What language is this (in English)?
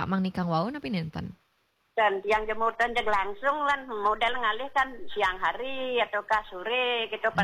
Balinese